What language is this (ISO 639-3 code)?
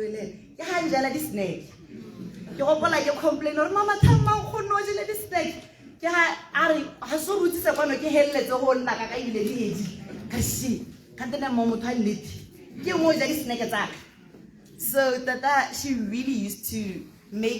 tsn